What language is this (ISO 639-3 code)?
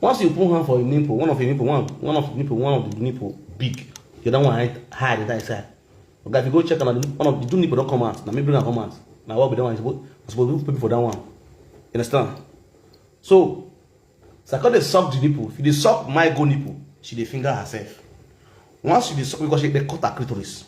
pcm